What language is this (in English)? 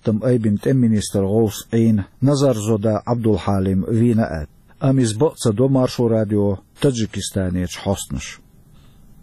Chechen